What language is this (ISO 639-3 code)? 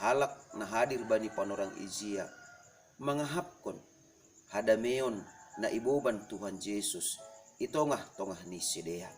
bts